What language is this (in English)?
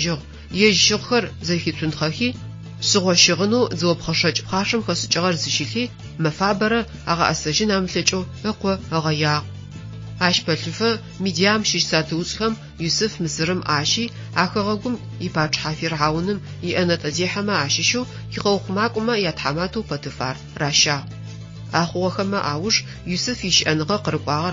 Adyghe